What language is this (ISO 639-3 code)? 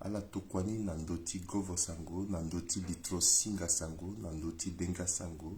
sag